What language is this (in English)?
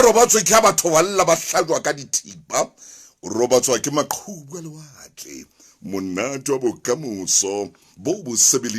Southern Sotho